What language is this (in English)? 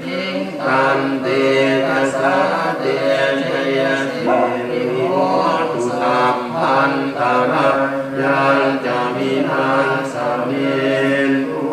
Pali